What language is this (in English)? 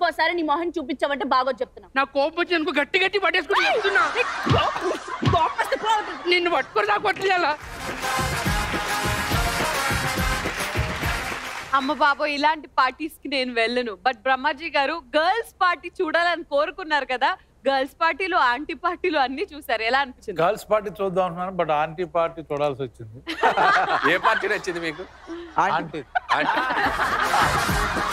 Telugu